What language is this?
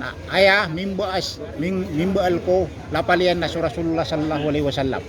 Maranao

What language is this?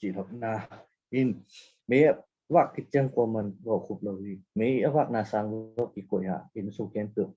Tedim Chin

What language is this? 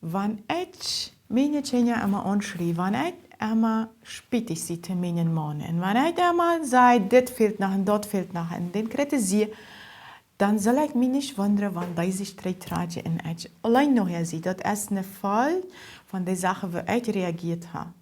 Plautdietsch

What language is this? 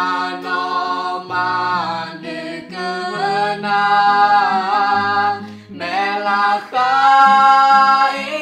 Akha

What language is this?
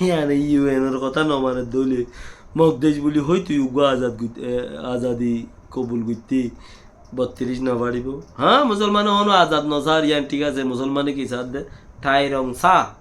Rohingya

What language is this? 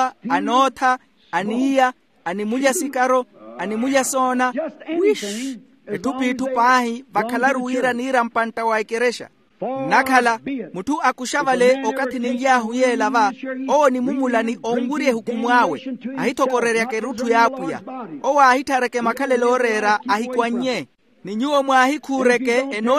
Makhuwa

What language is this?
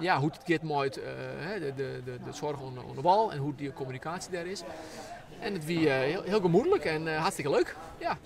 Western Frisian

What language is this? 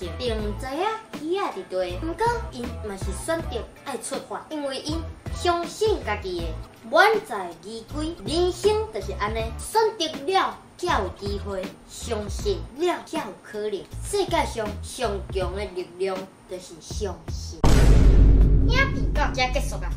Min Nan Chinese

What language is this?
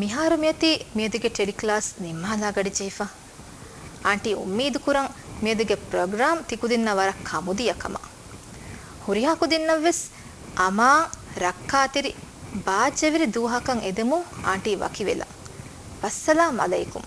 Divehi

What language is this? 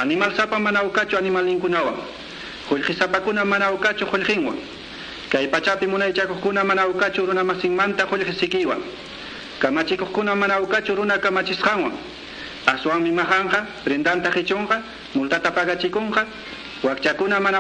Quechua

